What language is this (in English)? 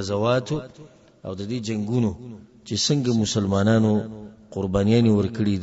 Pashto